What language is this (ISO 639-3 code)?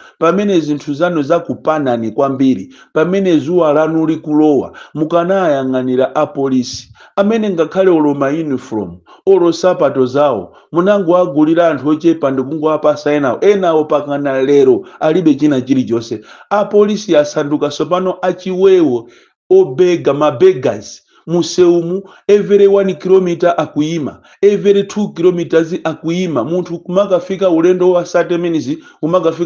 nya